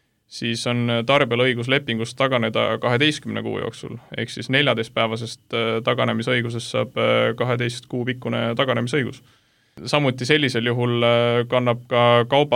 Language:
Estonian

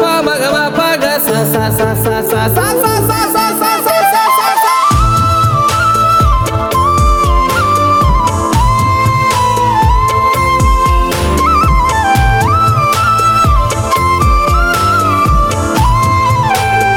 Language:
Odia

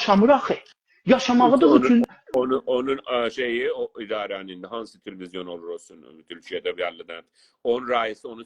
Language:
South Azerbaijani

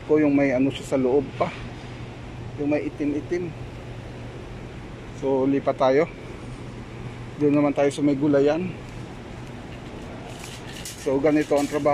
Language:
Filipino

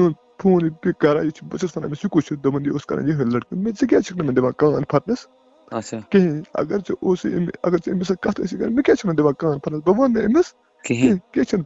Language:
Kashmiri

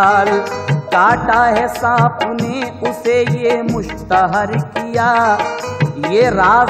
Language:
Hindi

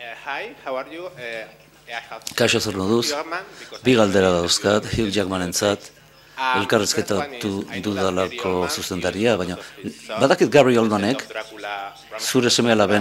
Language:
Basque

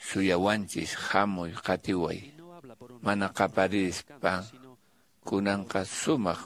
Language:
Quechua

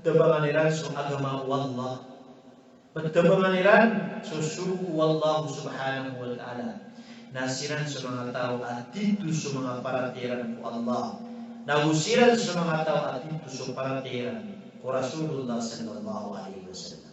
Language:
Maranao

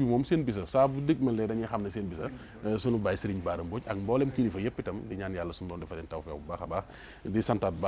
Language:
Wolof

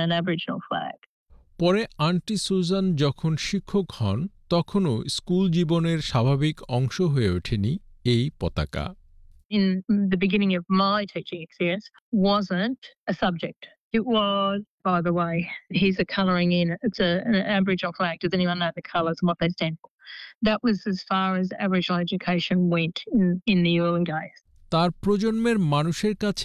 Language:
Bangla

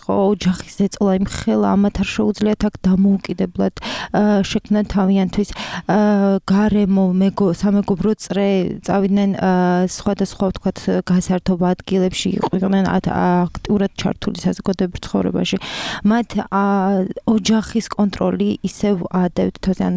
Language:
Georgian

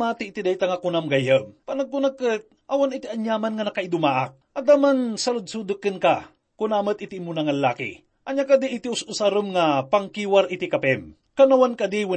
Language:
Iloko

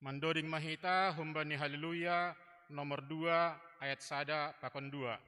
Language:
Batak Simalungun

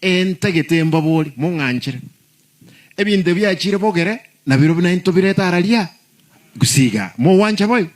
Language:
Gusii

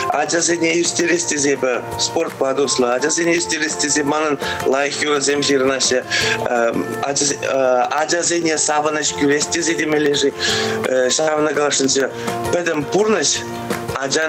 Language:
Chuvash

